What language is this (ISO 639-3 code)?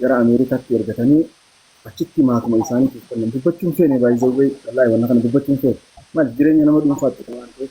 orm